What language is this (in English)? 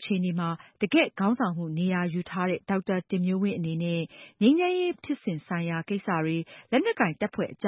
Burmese